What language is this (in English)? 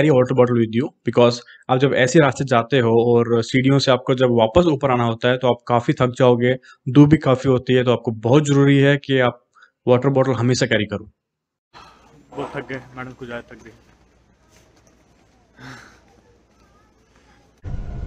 Hindi